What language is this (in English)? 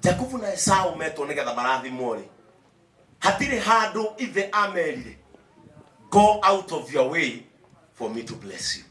Kikuyu